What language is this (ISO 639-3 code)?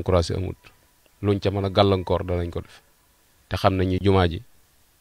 wol